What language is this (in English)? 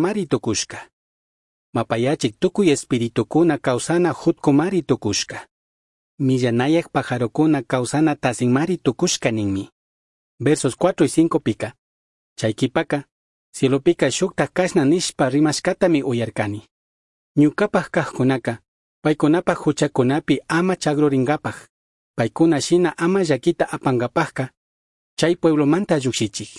Chimborazo Highland Quichua